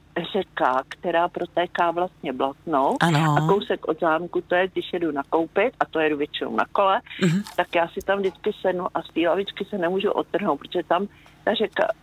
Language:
Czech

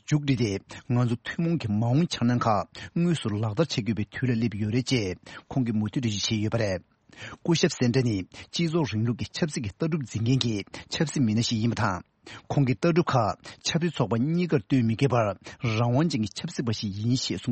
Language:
Tibetan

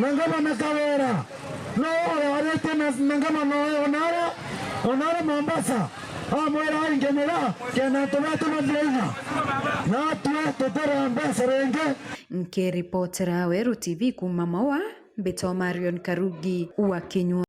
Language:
Meru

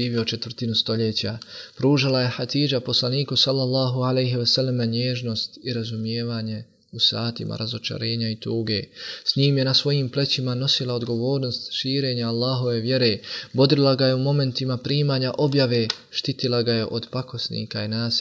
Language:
Bosnian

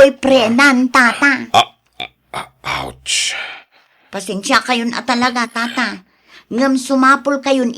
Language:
Iloko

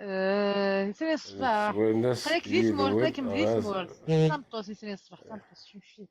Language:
Kabyle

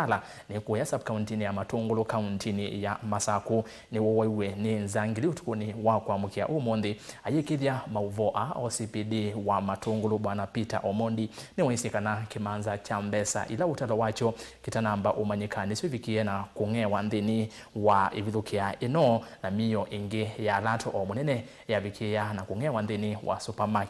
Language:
Kamba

